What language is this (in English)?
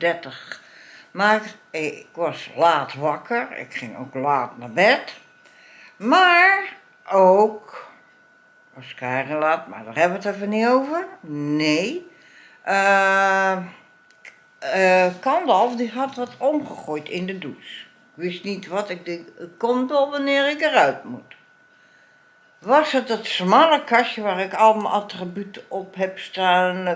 Dutch